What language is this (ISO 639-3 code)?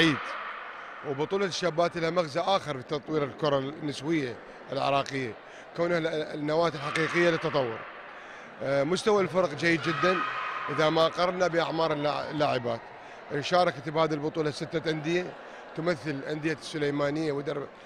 ara